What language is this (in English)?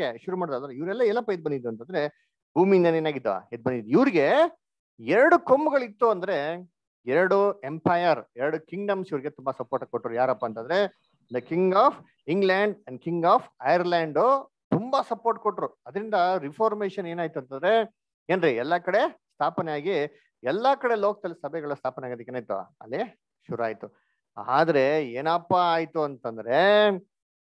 Kannada